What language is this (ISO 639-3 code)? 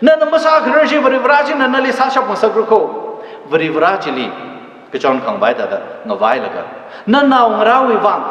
nmf